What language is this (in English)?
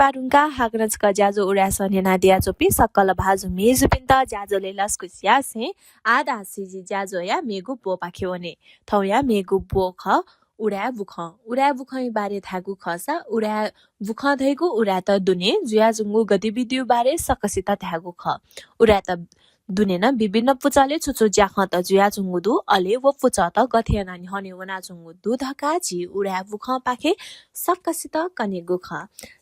Newari